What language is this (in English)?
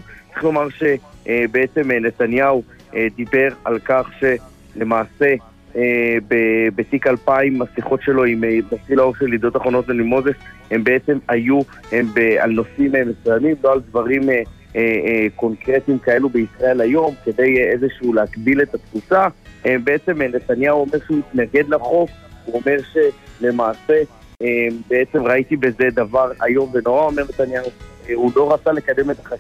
Hebrew